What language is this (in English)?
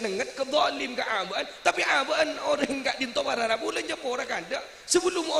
Madurese